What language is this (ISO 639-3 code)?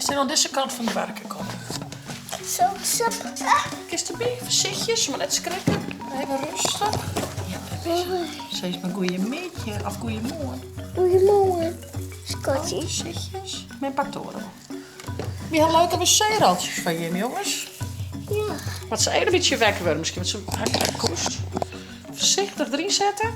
fry